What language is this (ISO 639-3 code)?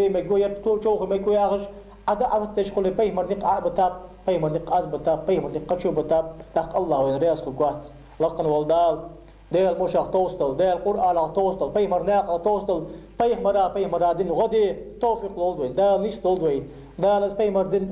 inh